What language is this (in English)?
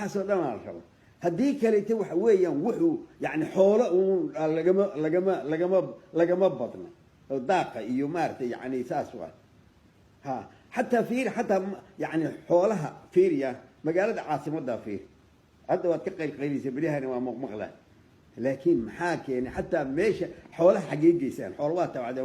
Somali